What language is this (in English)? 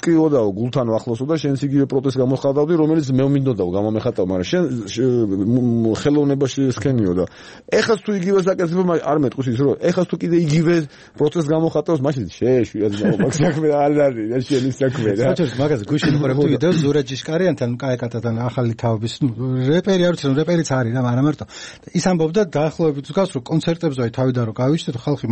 Georgian